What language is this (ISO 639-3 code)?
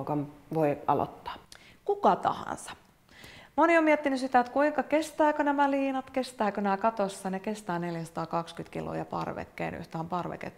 fin